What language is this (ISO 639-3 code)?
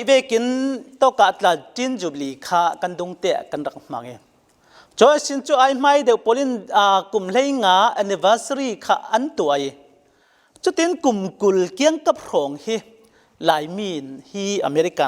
cfm